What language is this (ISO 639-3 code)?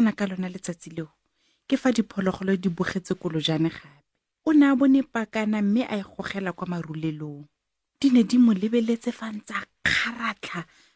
tsn